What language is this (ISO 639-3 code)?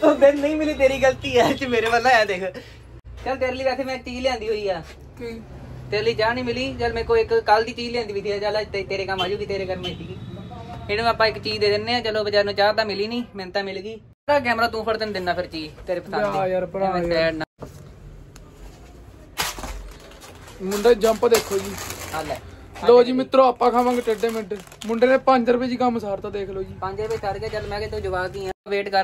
pan